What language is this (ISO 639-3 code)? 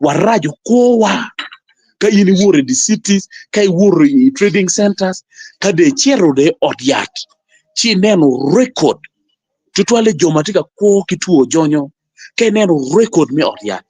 ach